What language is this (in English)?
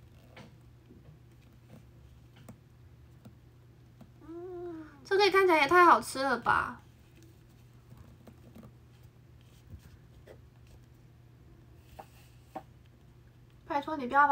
Chinese